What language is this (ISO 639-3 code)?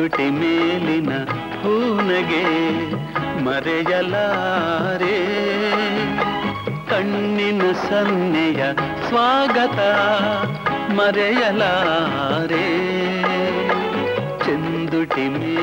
kan